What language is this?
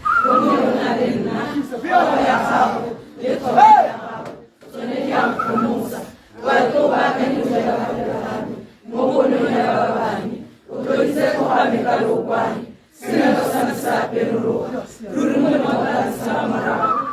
Tswana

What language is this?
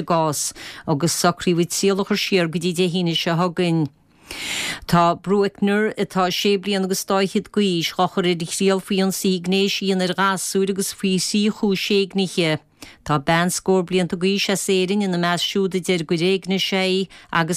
Irish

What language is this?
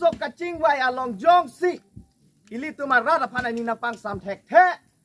Karbi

